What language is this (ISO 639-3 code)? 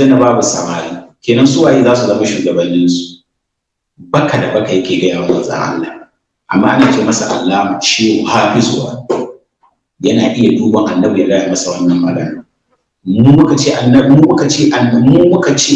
hau